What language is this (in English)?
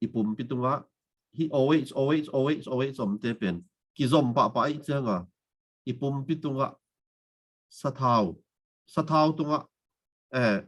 Tedim Chin